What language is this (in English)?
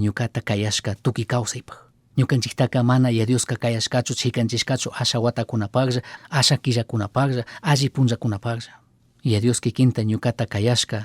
Chimborazo Highland Quichua